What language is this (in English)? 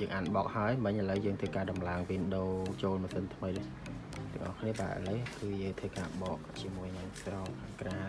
Khmer